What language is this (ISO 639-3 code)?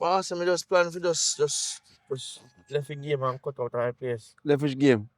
jam